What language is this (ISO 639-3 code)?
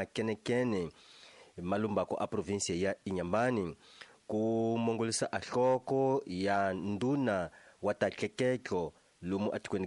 tso